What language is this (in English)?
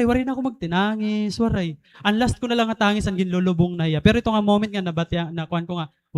Waray